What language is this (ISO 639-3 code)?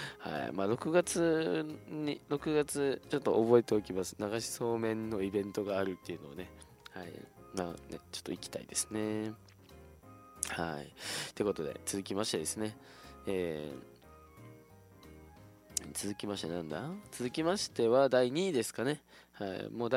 jpn